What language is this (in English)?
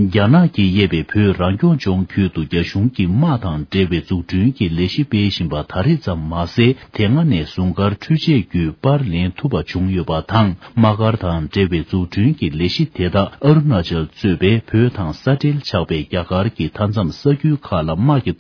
Tibetan